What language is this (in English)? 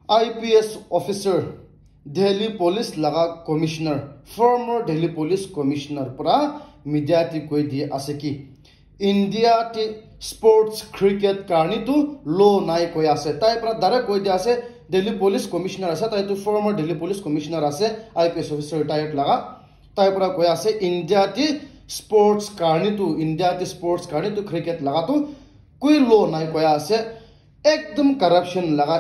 Naga Pidgin